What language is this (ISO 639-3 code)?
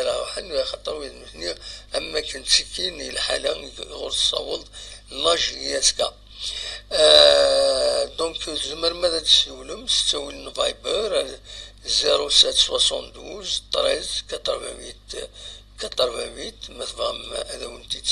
kab